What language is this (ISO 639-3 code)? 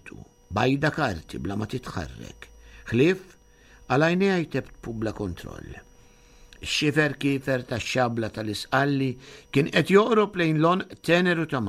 mlt